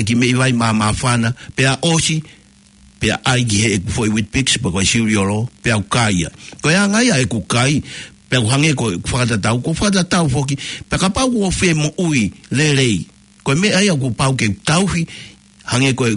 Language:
Tongan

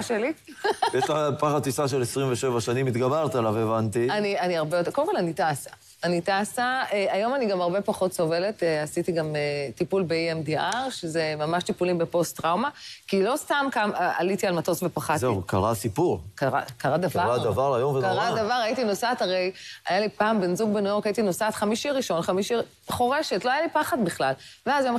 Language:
Hebrew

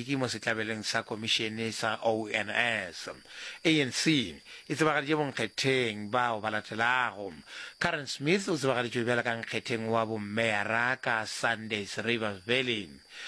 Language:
Northern Sotho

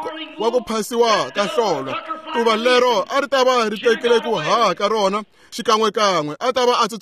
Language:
Tsonga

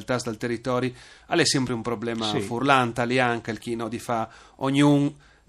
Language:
Friulian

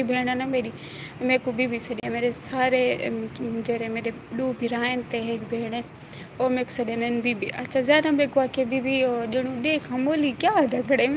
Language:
Saraiki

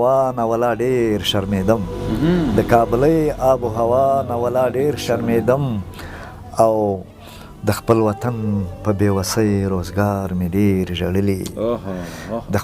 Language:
Pashto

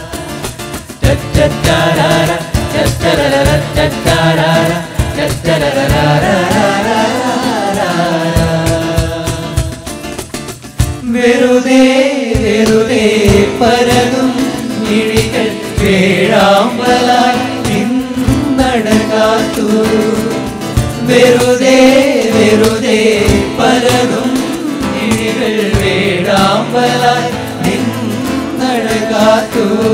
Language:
Malayalam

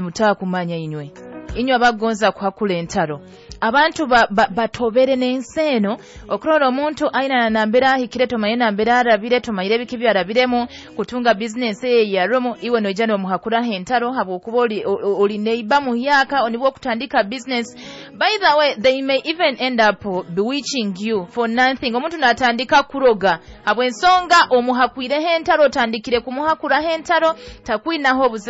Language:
Nyoro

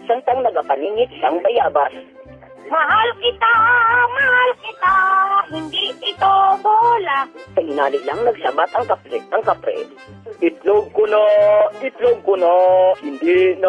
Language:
Hiligaynon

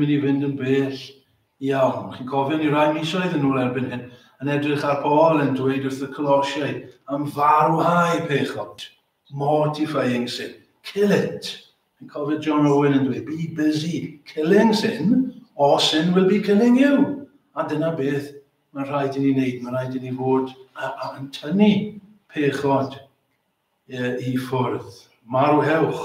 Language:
Welsh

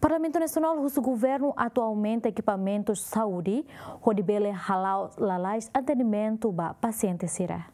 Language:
Tetum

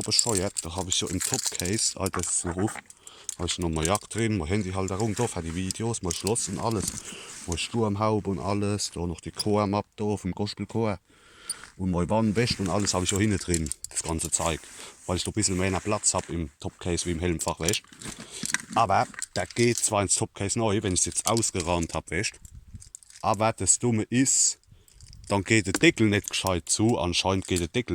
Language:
Palatine German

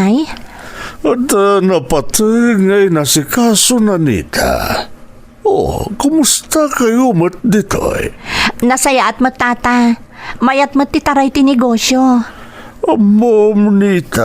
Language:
Iloko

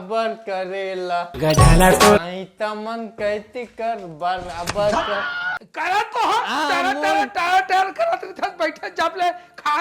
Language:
Chhattisgarhi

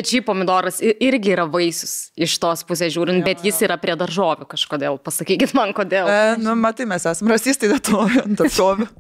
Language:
Lithuanian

